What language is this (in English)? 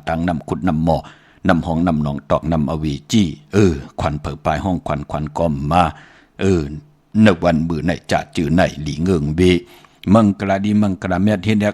Shan